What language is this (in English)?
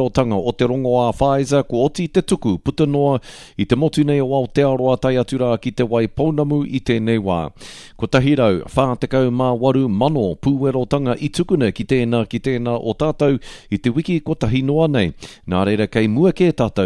Māori